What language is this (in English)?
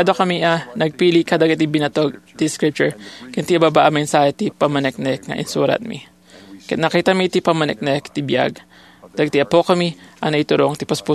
Iloko